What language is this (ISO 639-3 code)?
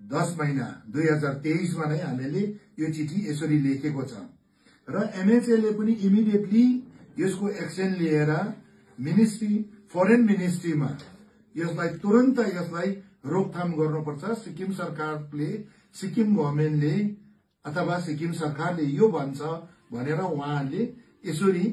nep